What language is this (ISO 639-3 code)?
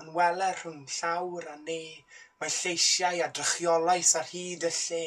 cym